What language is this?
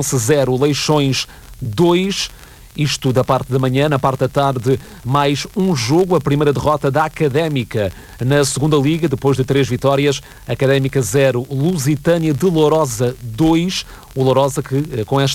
Portuguese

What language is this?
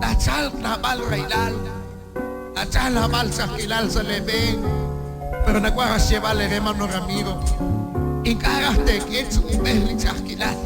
Kekchí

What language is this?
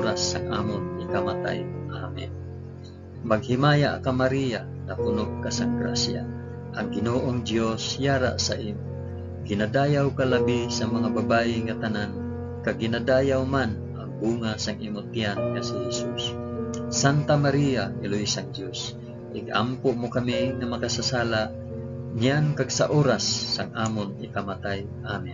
Hiligaynon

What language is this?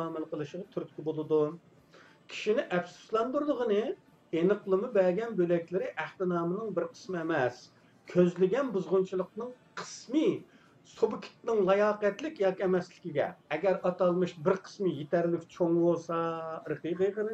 Uyghur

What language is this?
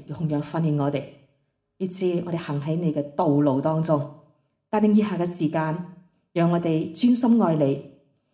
Cantonese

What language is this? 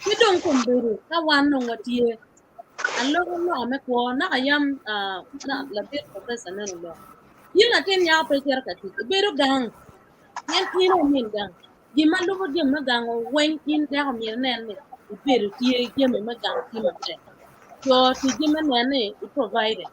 Acoli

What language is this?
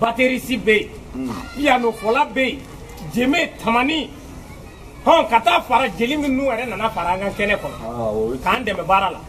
Bambara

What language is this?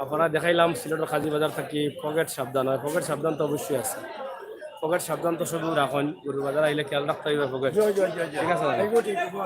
Sylheti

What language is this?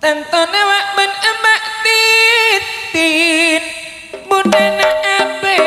Madurese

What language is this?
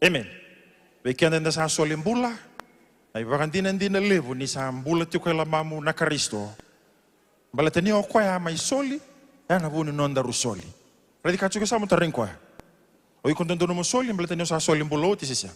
Fijian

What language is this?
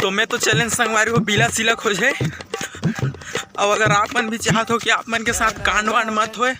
Chhattisgarhi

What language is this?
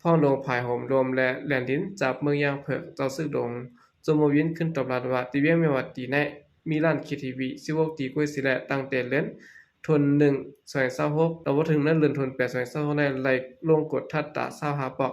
Shan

